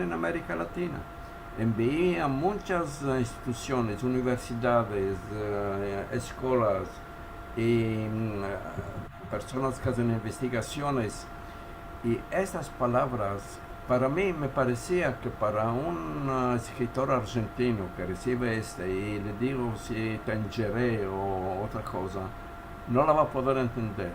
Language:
Ladino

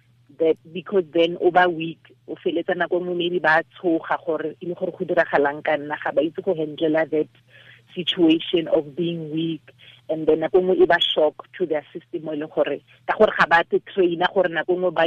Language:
Tswana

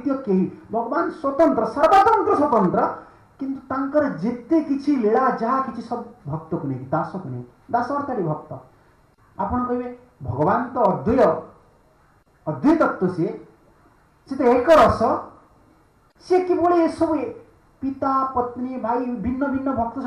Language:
Odia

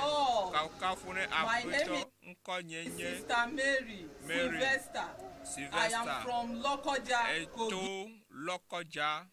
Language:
Ewe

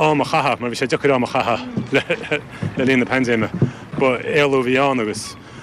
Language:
Irish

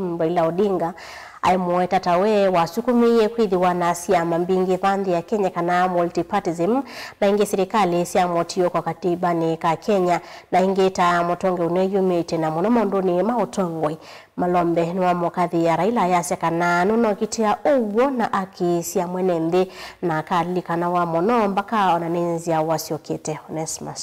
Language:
Kamba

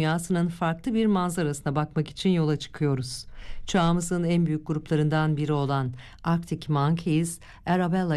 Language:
Turkish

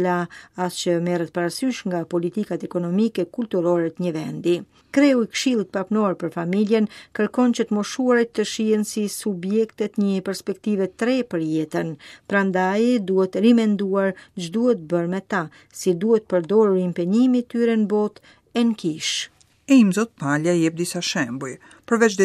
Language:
Albanian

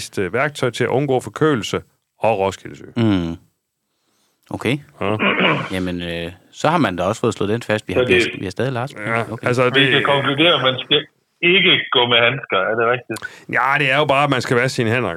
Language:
Danish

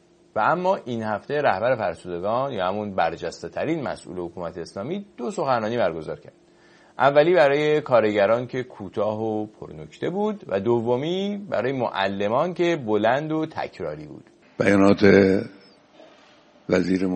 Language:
Persian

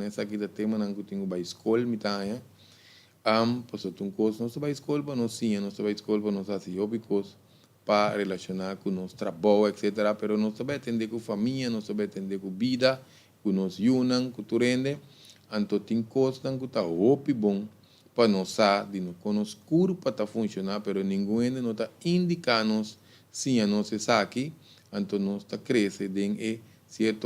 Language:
Papiamento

